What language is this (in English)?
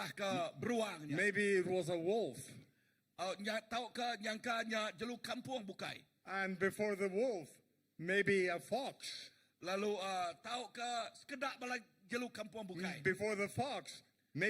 Iban